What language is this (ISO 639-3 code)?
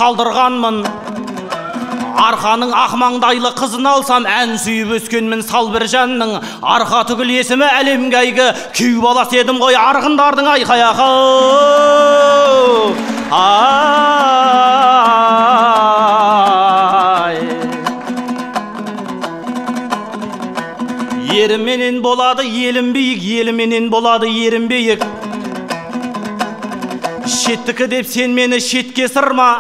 kaz